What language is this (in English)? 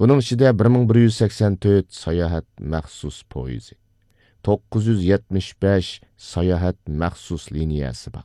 Uyghur